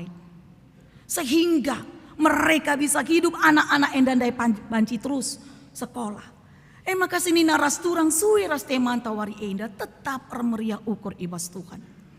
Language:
Batak Karo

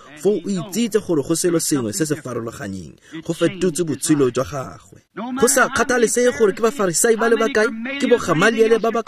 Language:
Tswana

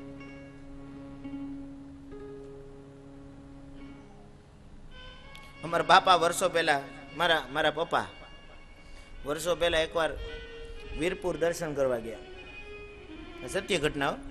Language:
Gujarati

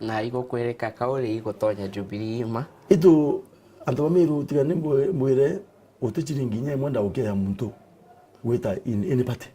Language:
Meru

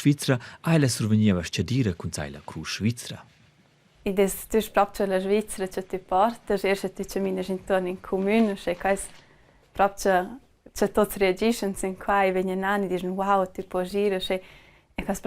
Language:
Romansh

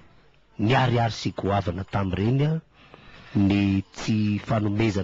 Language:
Malagasy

